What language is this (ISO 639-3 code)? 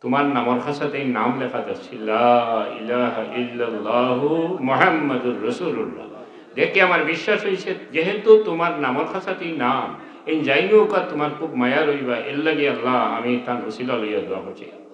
syl